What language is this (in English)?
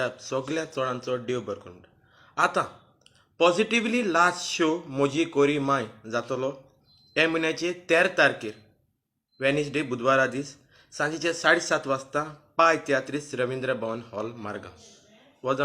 Konkani